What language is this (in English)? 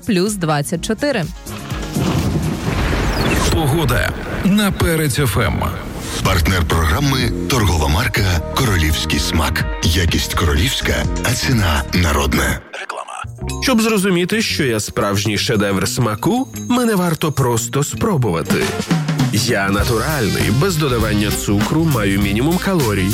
Ukrainian